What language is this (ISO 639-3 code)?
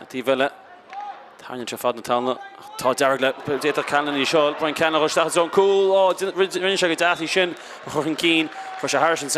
gle